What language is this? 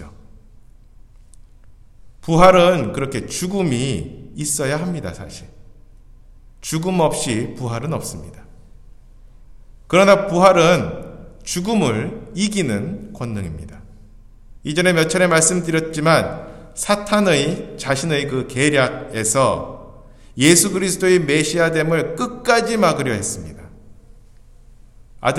Korean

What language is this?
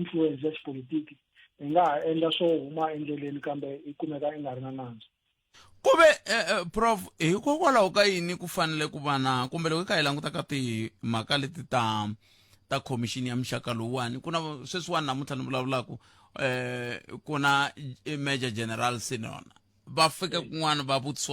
Tsonga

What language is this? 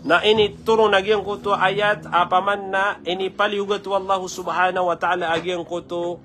Maranao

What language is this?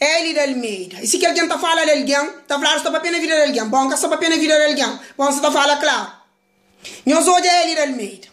Kabuverdianu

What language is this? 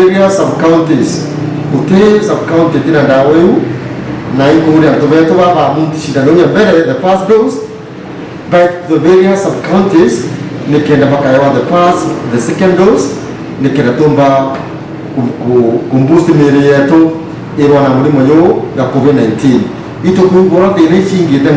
Meru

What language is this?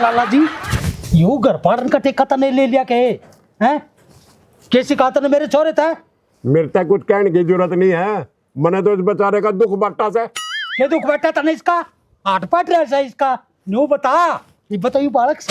Haryanvi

